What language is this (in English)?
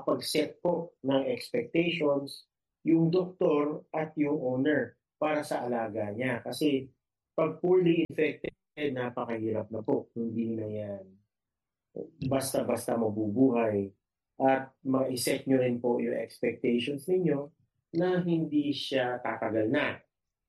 Filipino